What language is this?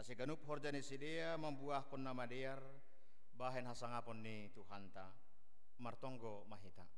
Batak Simalungun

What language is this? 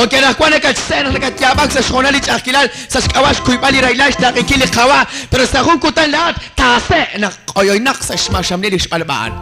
Kekchí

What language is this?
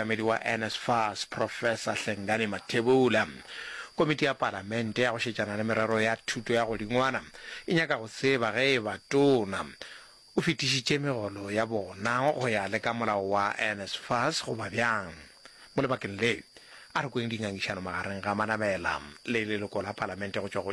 Northern Sotho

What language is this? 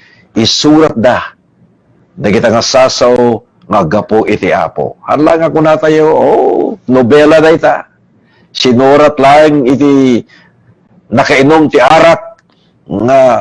Iloko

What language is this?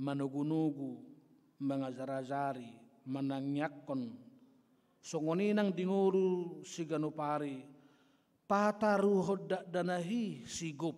Batak Toba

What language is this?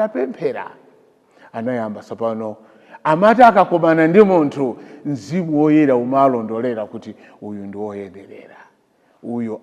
Nyanja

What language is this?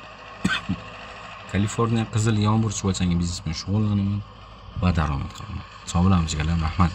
Uzbek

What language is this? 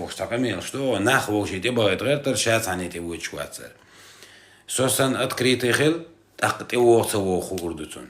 Chechen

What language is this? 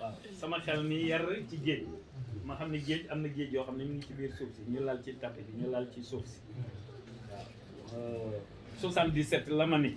Wolof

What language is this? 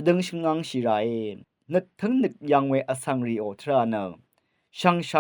Rawang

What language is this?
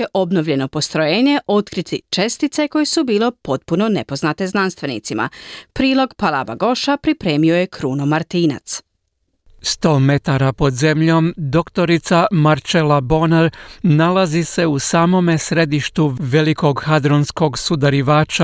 Croatian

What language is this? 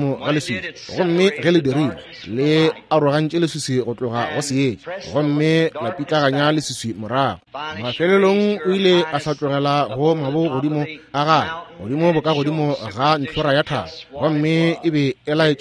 Northern Sotho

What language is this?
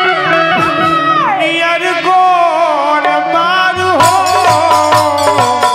Bhojpuri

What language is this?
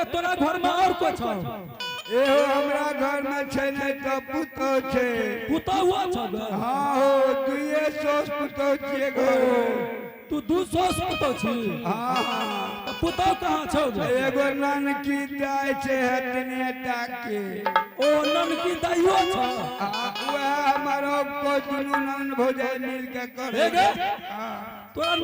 Angika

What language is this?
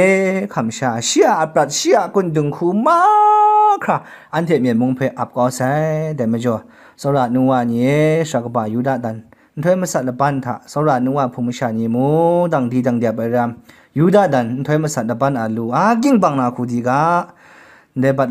Kachin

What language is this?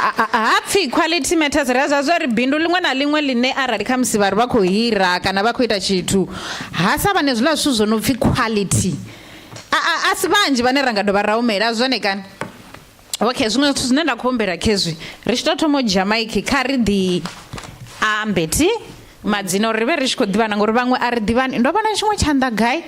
Venda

